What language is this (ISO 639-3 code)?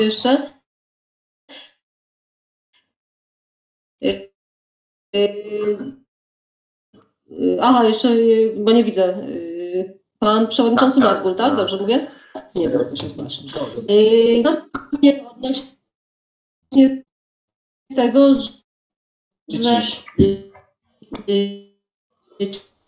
pol